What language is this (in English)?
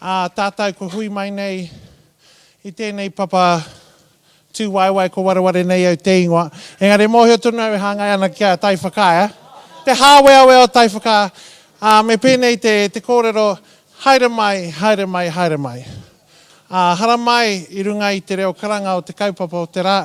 Māori